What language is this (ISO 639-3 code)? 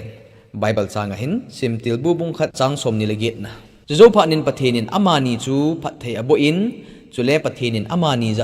tcz